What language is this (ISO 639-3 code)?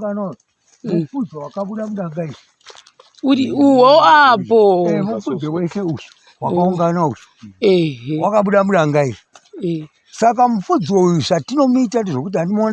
sna